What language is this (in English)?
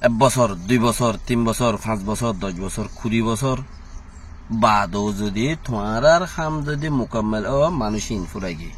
Rohingya